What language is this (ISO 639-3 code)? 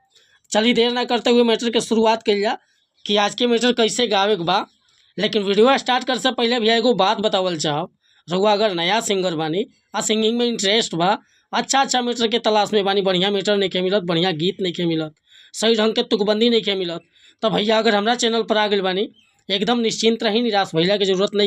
bho